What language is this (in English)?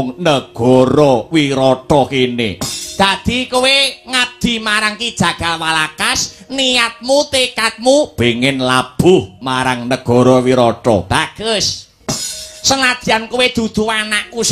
Javanese